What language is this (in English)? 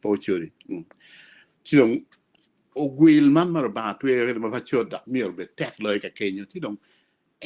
Acoli